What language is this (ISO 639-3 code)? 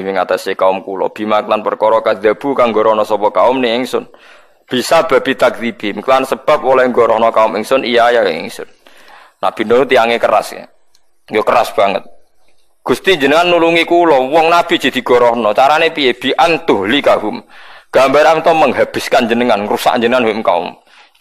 jav